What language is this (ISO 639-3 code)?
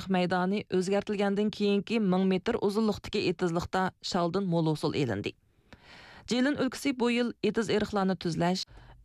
uig